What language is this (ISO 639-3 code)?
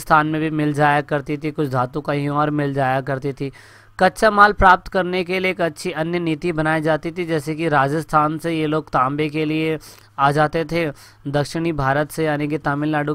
hin